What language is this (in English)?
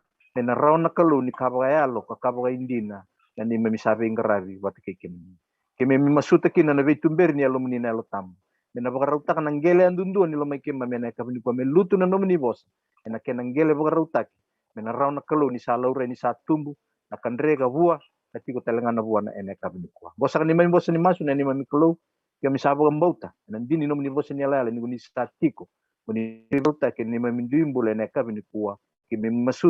Fijian